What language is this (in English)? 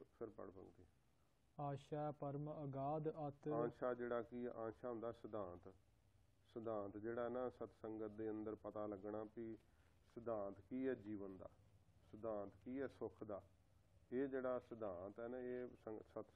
Punjabi